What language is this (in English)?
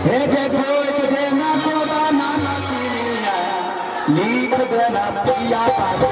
Maithili